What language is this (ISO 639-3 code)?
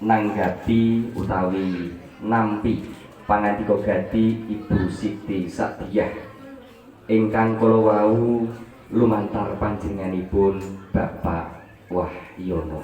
jav